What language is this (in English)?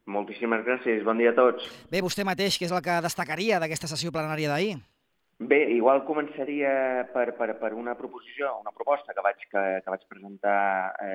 Catalan